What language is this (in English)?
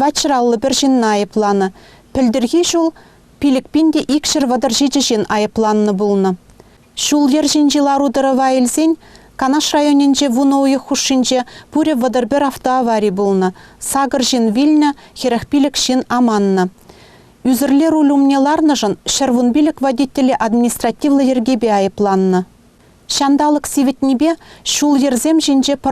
Chuvash